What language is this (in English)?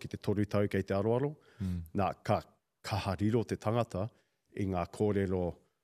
Māori